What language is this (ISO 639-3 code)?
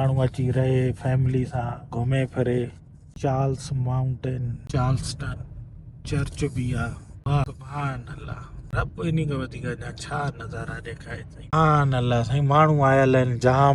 snd